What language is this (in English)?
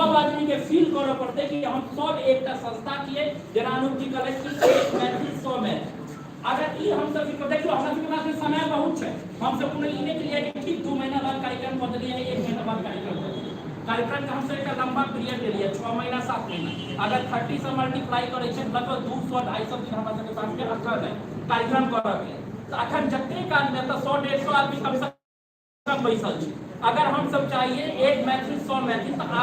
Maithili